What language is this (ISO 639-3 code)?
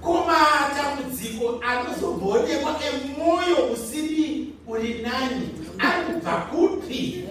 sna